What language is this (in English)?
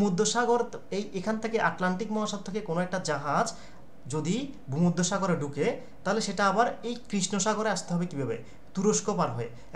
Bangla